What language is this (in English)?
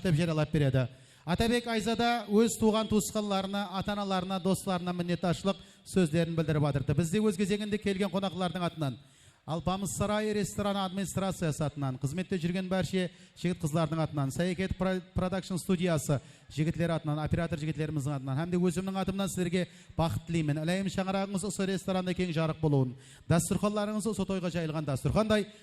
Kara-Kalpak